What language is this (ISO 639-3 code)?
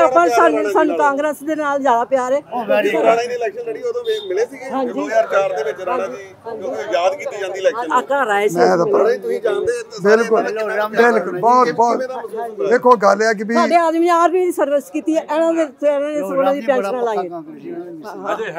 pan